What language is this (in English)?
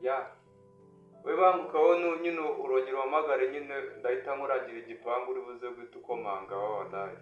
Kinyarwanda